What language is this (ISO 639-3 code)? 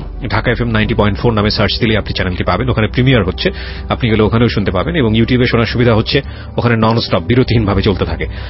ben